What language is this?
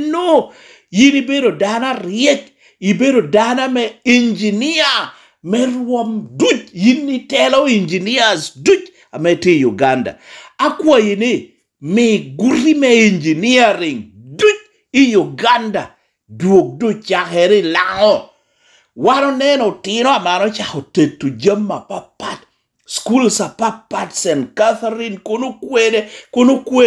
Lango (Uganda)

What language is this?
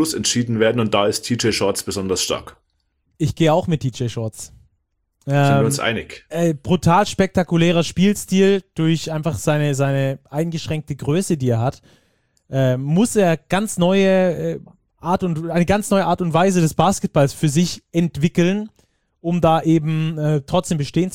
German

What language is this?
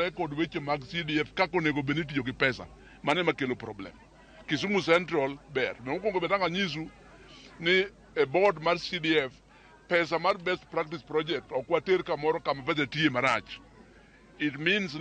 Luo (Kenya and Tanzania)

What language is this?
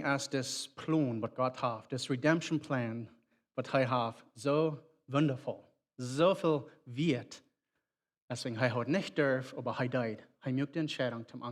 Plautdietsch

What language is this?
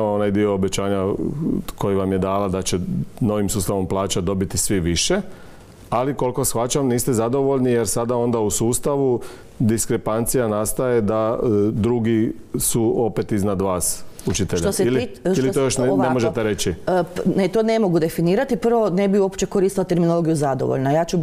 Croatian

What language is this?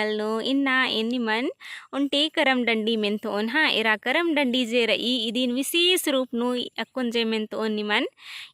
Kurukh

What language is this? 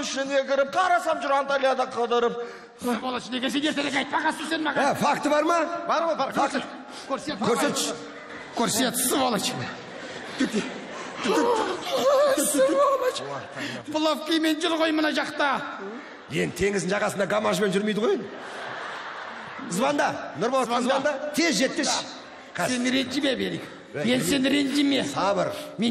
Kazakh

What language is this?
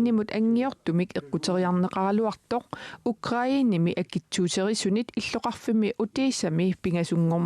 Kalaallisut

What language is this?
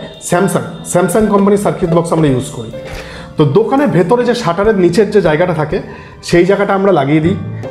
Bangla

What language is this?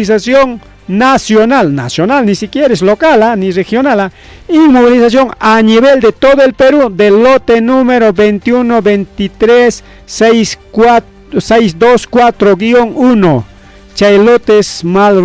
Ayacucho Quechua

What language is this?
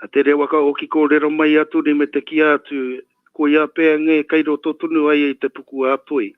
Māori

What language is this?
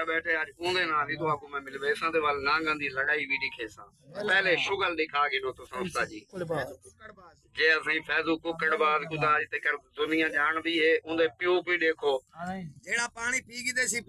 Saraiki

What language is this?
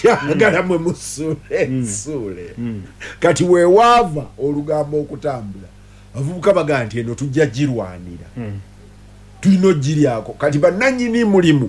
Ganda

